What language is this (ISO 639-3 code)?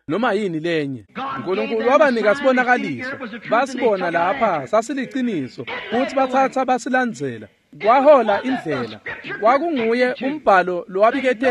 ssw